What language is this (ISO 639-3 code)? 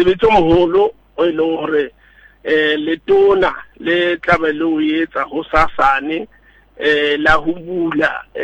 sot